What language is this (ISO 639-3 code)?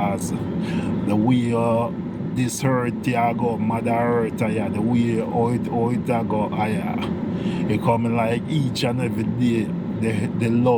jam